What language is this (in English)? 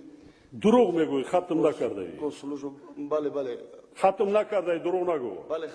Tajik